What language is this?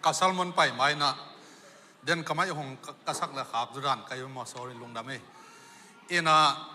Tedim Chin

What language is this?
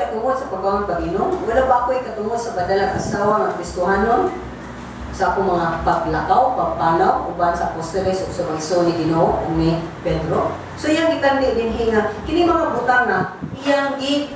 Cebuano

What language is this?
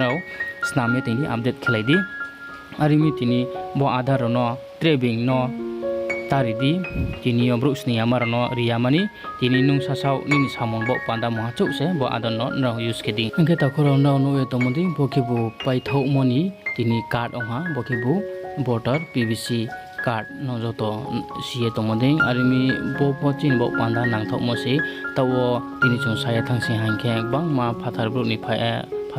Riang (India)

